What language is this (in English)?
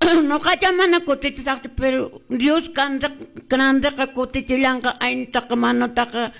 Quechua